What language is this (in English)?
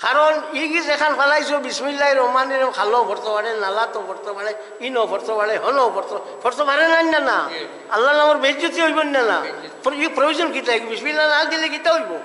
Sylheti